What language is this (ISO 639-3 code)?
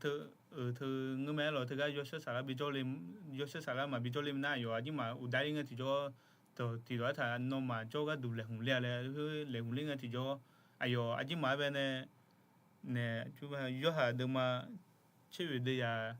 ahk